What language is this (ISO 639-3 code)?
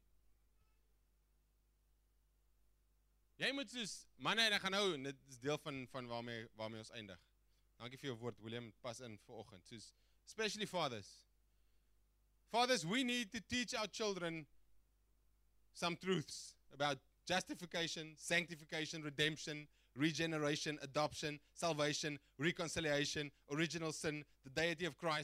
afr